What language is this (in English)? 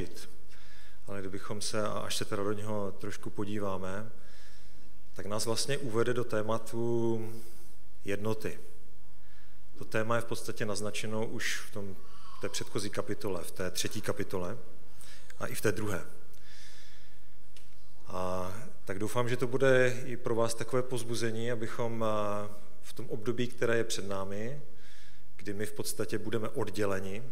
Czech